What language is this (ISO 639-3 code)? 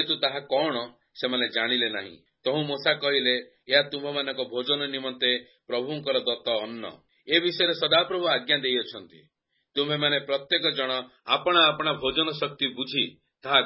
ori